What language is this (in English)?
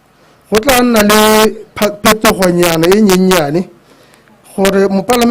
Tswana